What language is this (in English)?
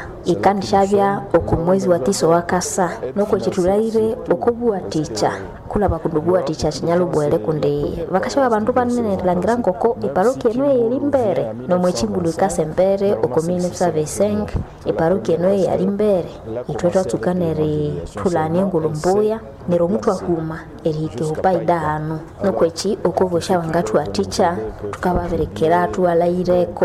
Nande